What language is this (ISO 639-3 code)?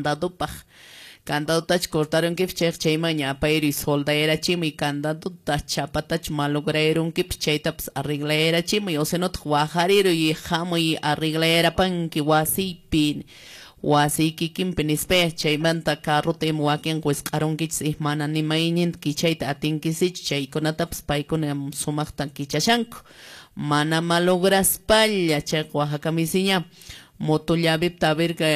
que